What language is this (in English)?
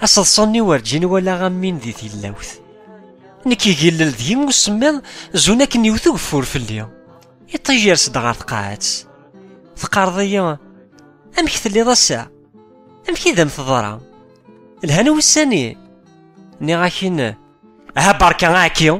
Kabyle